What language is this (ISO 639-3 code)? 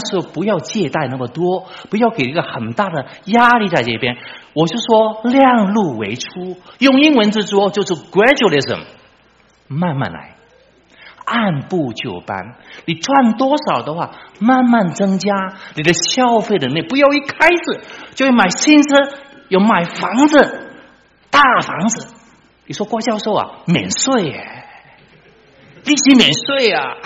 zho